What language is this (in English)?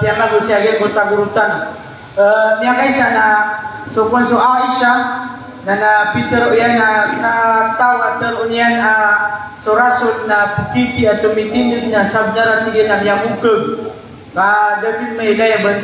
Maranao